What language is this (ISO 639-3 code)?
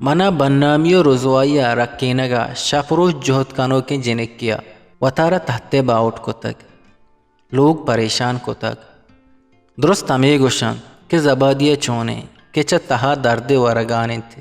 bgp